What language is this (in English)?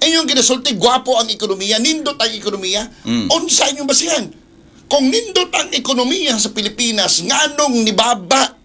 Cebuano